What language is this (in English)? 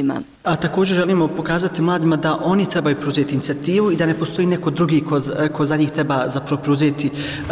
Bosnian